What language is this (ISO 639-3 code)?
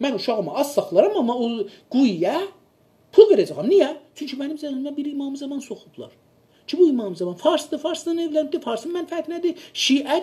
azb